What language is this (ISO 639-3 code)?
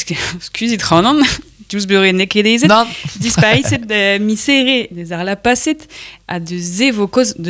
bre